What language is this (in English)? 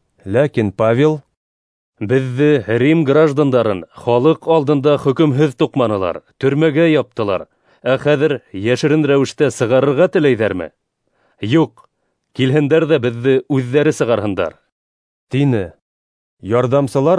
Bashkir